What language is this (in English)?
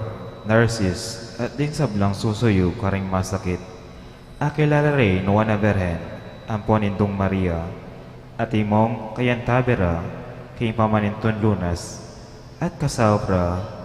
Pampanga